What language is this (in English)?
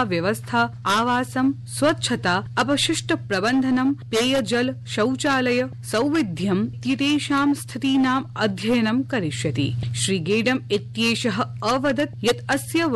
Sanskrit